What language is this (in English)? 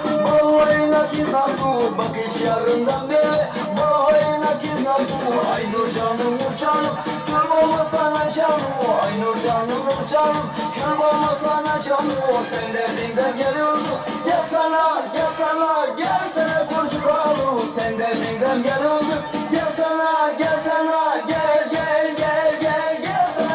Turkmen